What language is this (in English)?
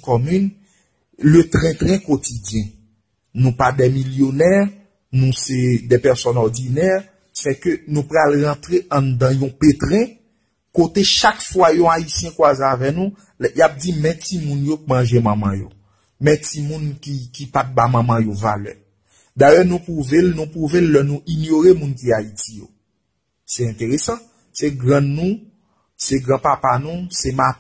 Haitian Creole